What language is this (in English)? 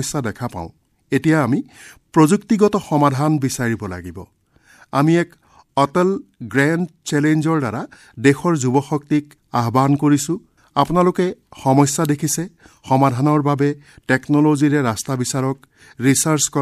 Assamese